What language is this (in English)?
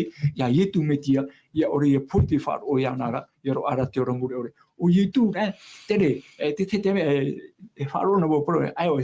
Tahitian